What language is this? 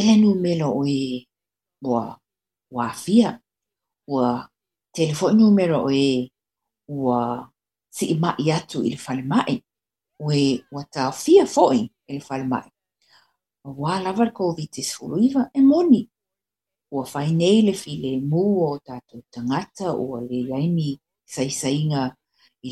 Samoan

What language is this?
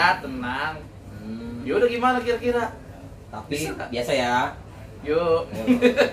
Betawi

